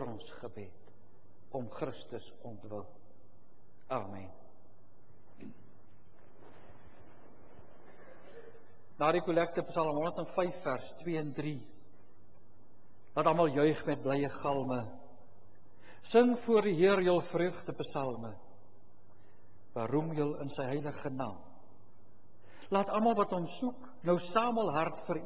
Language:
Afrikaans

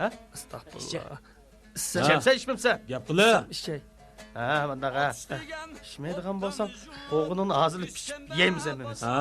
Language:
Uyghur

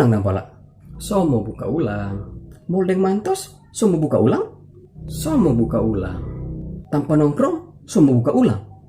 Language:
Manado Malay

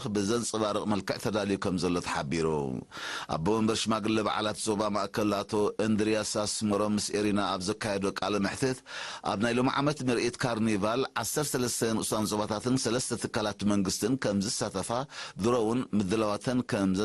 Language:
Tigrinya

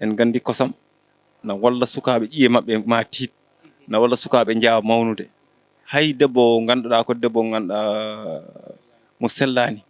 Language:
Fula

